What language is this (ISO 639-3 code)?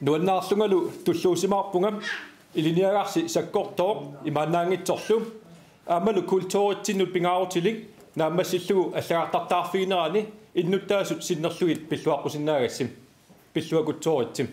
kal